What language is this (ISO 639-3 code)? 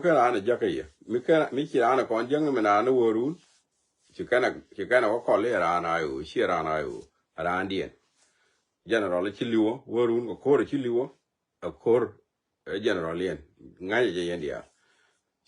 nus